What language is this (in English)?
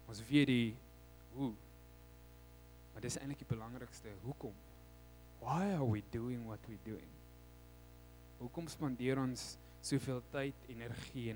Afrikaans